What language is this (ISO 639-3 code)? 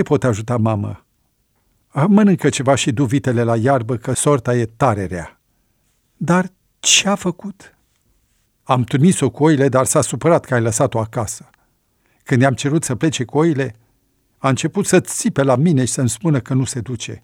ron